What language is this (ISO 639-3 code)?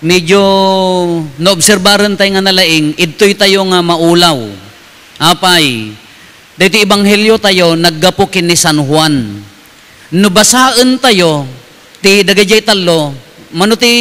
ilo